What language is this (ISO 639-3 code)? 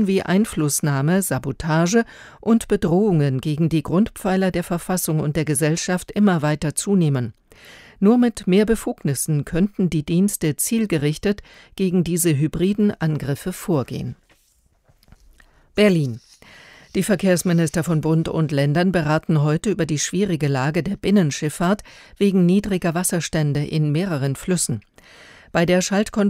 deu